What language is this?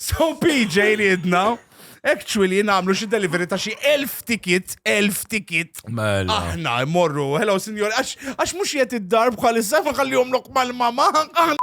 Maltese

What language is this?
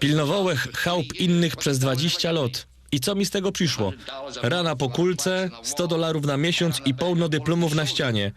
Silesian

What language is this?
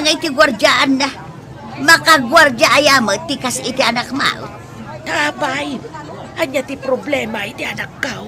Iloko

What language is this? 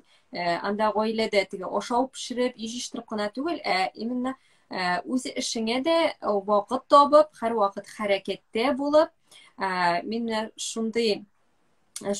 Tatar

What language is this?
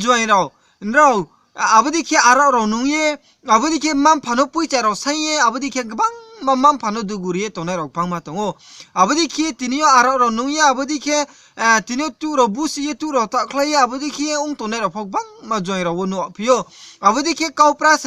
Riang (India)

